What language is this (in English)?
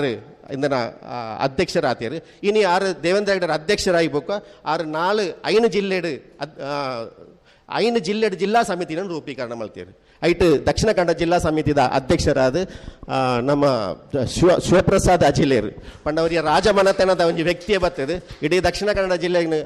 Tulu